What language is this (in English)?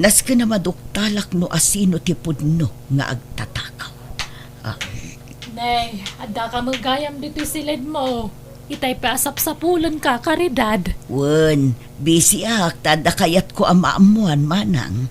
Iloko